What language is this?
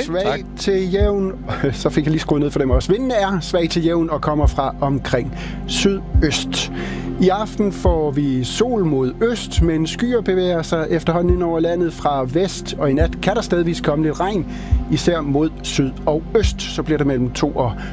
Danish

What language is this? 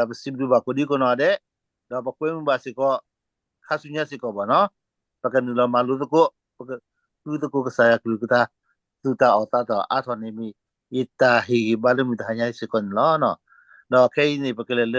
S'gaw Karen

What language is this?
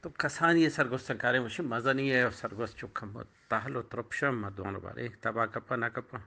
Eastern Balochi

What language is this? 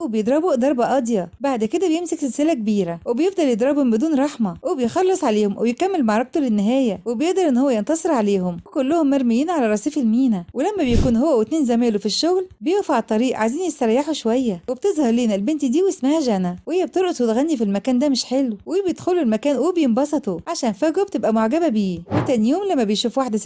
Egyptian Arabic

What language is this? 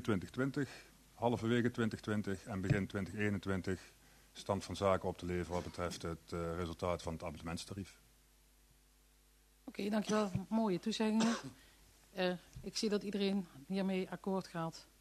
Dutch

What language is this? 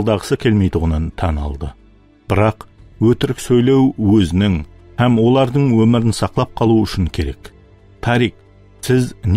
Kara-Kalpak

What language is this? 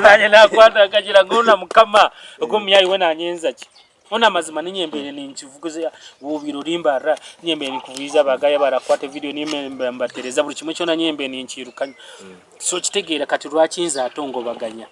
Nyankole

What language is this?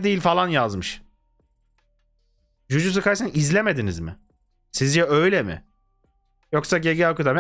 Turkish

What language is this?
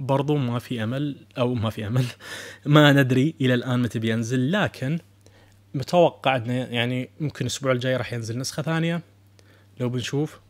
Najdi Arabic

